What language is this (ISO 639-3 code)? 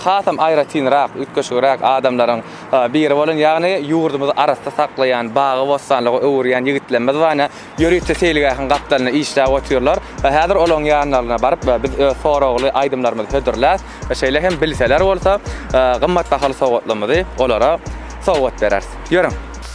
tuk